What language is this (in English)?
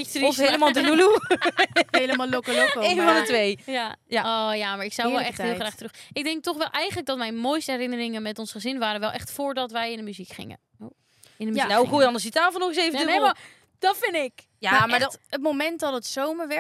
Dutch